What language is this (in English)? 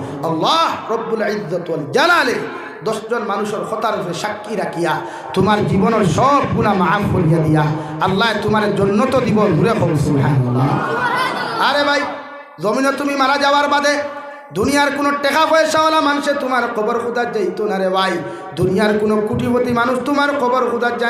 Sylheti